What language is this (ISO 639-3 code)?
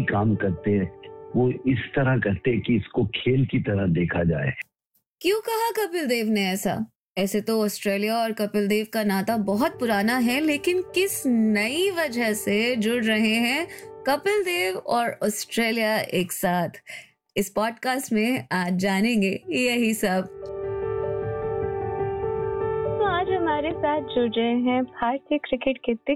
hin